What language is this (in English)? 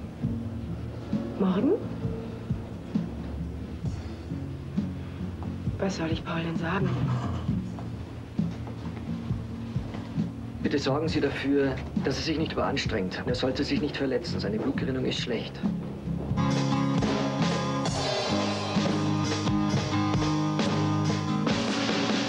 German